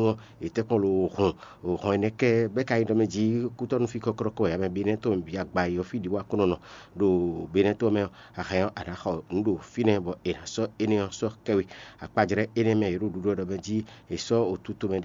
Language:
Fon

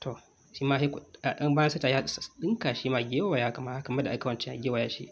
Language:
Hausa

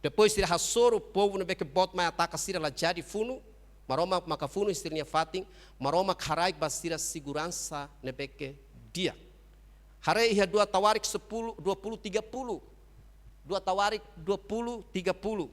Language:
Tetum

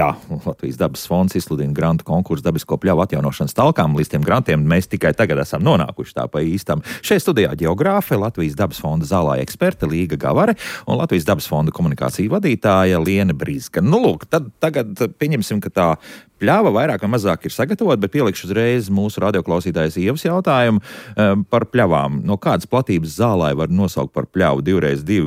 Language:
Latvian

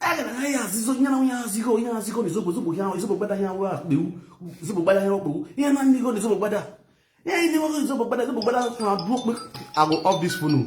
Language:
Nigerian Pidgin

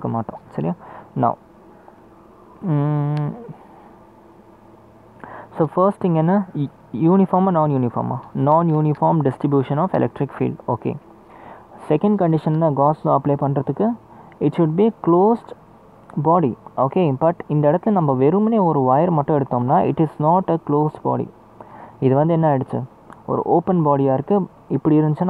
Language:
Tamil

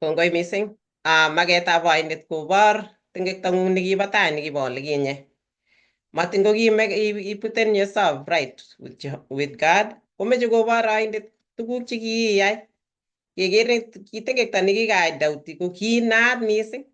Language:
Kalenjin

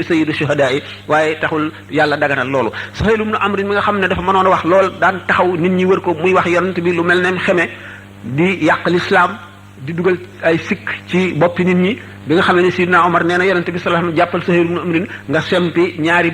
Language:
Wolof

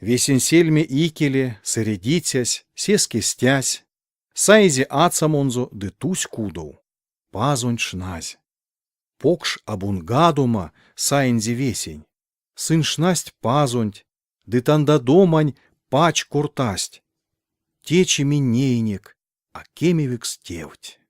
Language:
Erzya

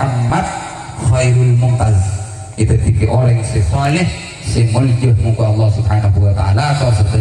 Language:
Madurese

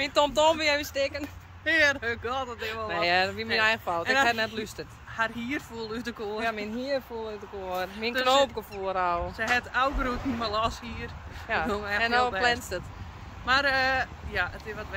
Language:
Western Frisian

